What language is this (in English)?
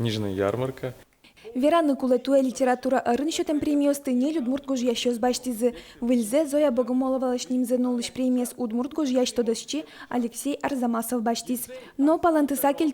Udmurt